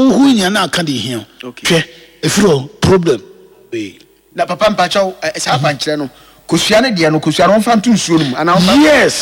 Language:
Akan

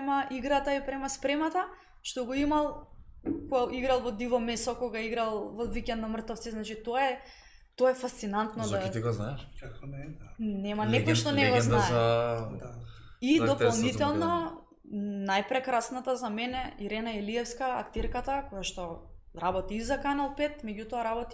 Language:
Macedonian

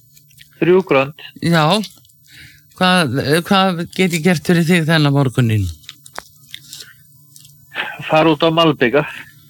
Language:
Icelandic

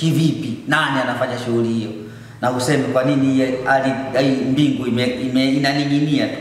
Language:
Swahili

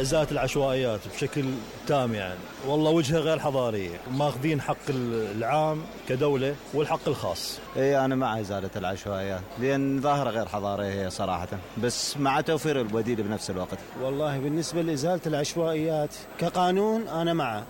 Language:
Mesopotamian Arabic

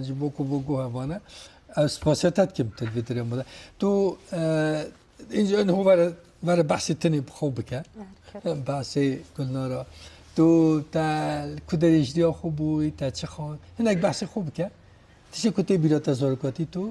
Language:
Kurdish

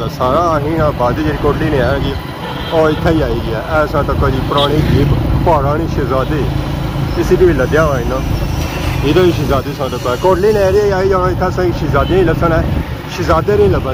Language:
Pahari-Potwari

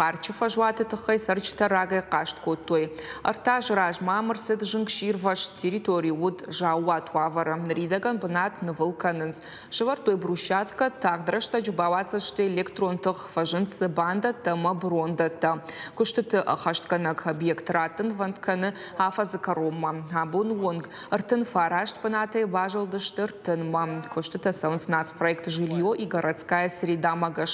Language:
Ossetic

